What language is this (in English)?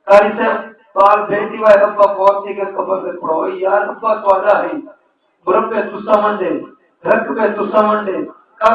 Saraiki